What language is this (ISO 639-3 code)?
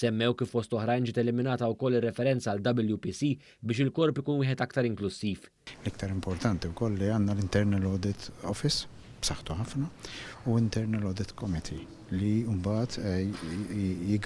mlt